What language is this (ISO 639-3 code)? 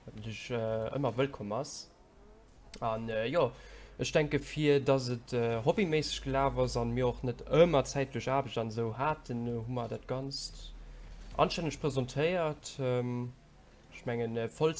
ltz